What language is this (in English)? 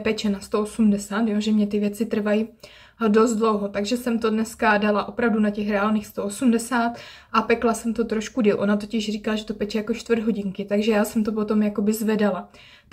Czech